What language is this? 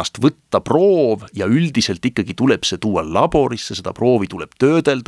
Estonian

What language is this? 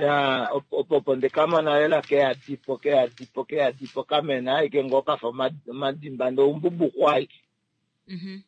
Kuanyama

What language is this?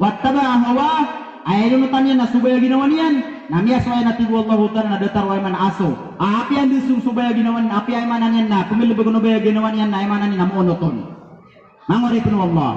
Maranao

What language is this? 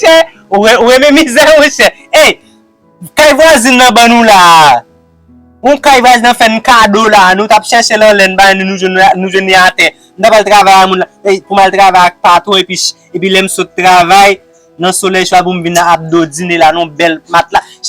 Haitian Creole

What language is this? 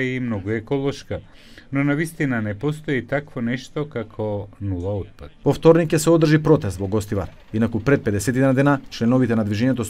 Macedonian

